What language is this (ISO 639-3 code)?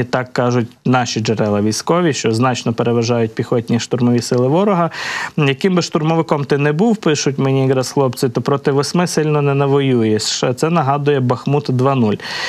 ukr